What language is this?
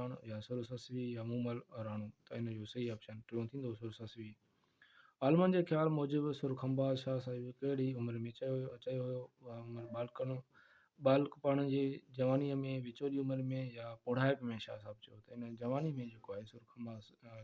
Sindhi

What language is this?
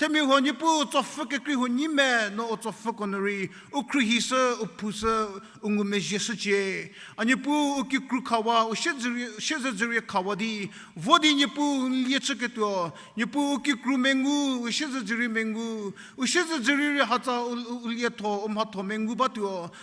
Angami Naga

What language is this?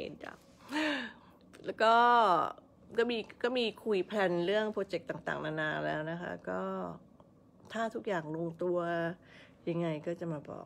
Thai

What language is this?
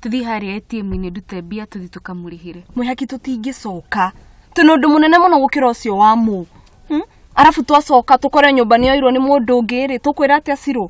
Kikuyu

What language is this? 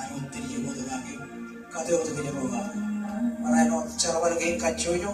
Marshallese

